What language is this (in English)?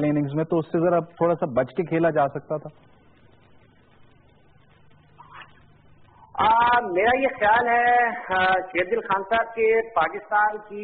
Urdu